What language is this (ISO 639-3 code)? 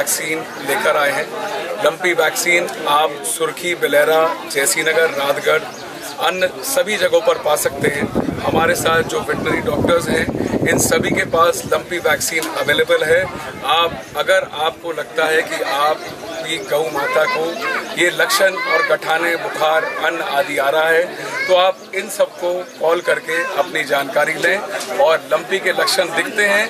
hin